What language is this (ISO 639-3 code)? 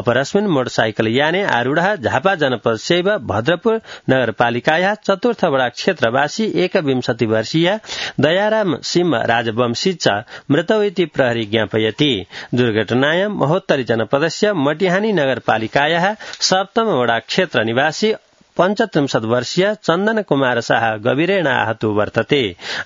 san